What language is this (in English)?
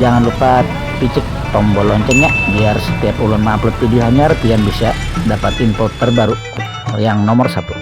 Banjar